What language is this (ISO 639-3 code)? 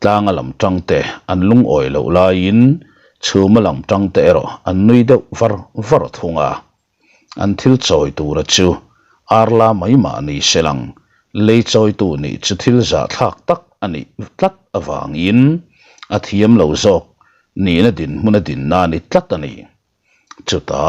lus